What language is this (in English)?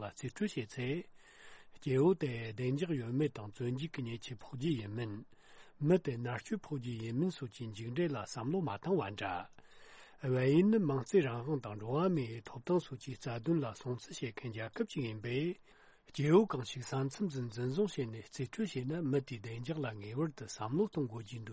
Tibetan